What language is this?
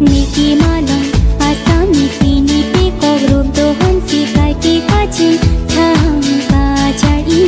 Karbi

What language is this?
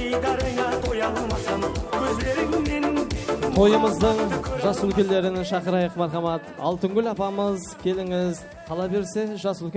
Kara-Kalpak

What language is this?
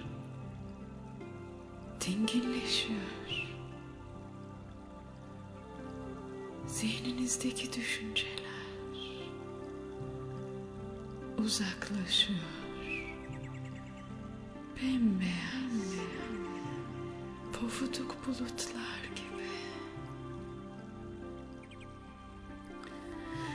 Turkish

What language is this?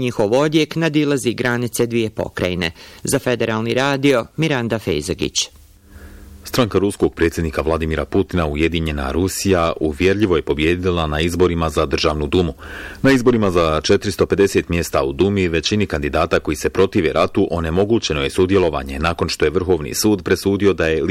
Bosnian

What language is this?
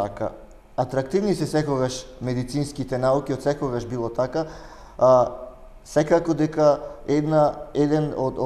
Macedonian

